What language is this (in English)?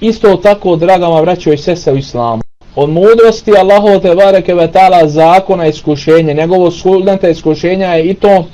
Bosnian